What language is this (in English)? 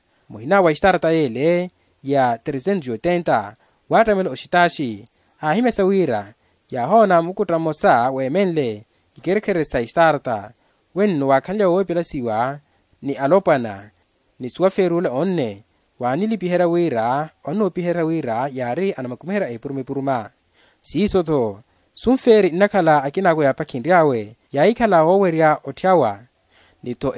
Makhuwa